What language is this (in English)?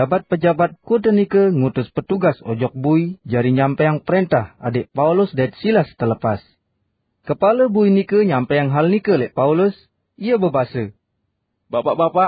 Sasak